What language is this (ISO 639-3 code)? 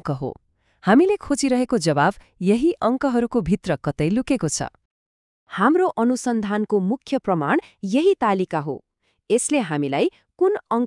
nep